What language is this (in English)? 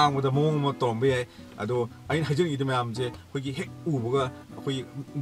Manipuri